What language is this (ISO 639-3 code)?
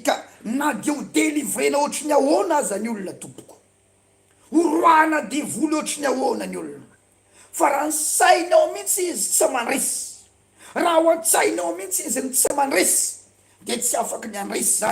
mlg